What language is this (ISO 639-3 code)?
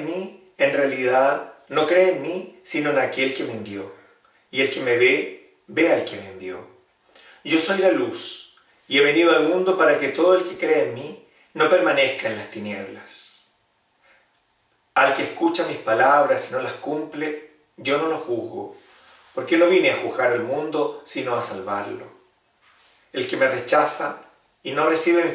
spa